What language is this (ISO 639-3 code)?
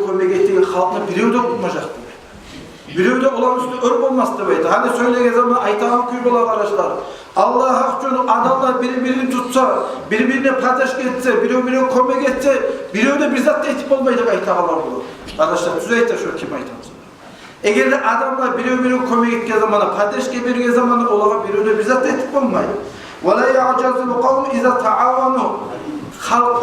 kum